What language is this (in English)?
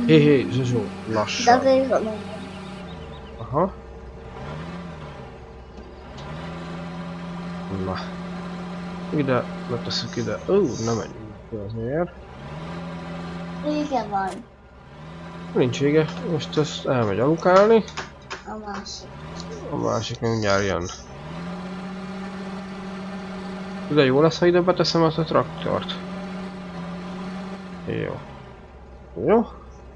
Hungarian